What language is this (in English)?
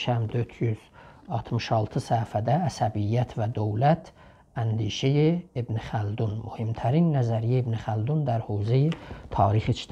South Azerbaijani